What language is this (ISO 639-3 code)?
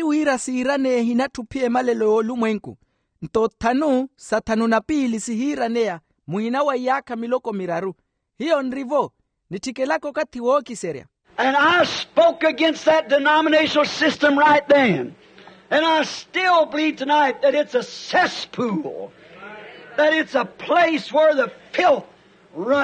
vmw